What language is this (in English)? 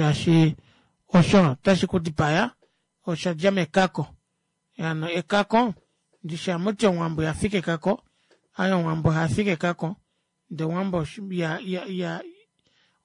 Kuanyama